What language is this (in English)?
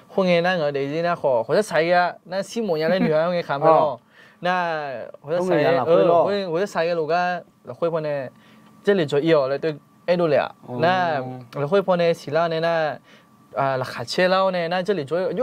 Akha